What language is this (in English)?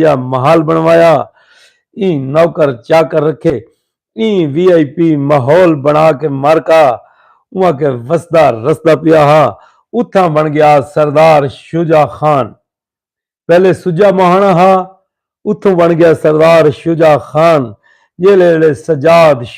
Saraiki